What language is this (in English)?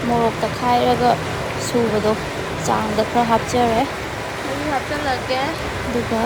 Manipuri